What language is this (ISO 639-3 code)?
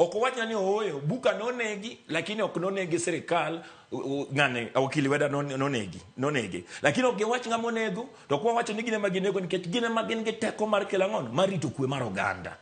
luo